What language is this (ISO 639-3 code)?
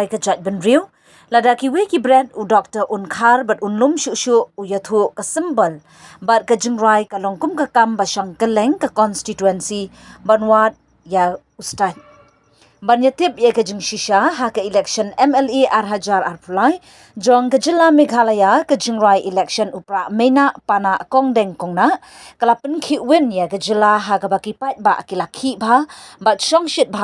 kha